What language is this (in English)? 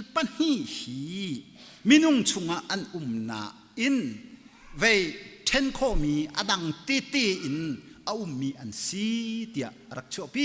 Hakha Chin